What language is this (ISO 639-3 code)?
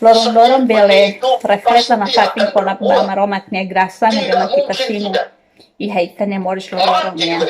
tet